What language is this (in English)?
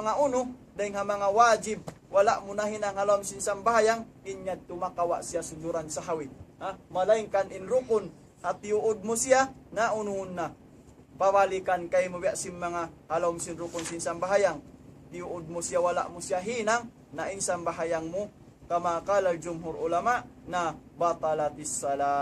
Tausug